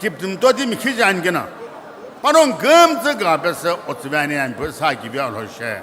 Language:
Sumi Naga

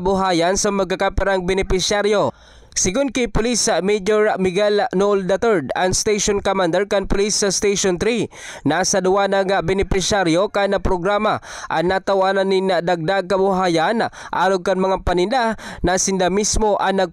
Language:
Bikol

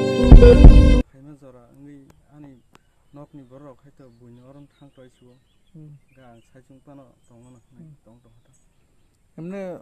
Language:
Kok Borok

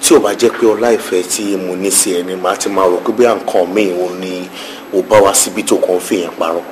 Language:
Yoruba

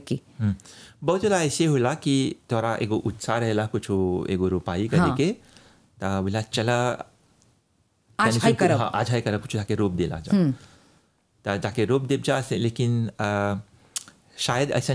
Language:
Bhojpuri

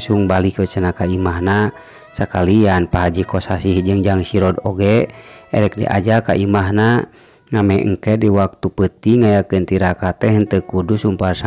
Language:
Sundanese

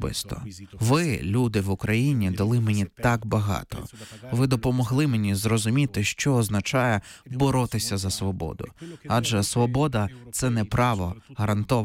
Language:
Ukrainian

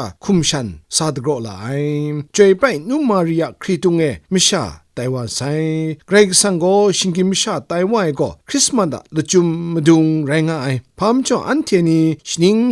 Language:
Kachin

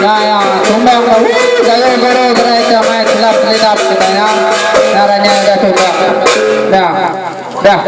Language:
Iban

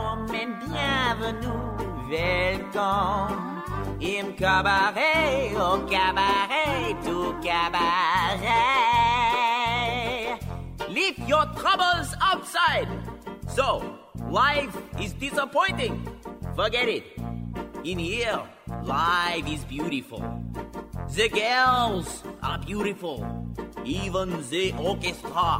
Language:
Estonian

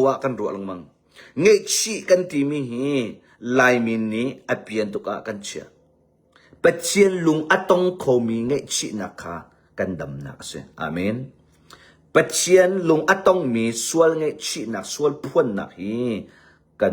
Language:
Hakha Chin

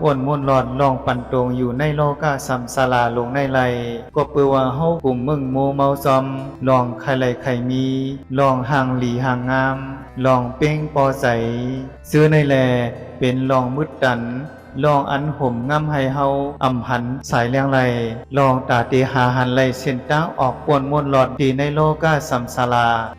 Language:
Shan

